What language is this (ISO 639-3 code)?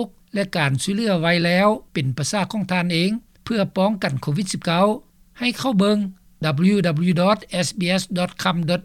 lao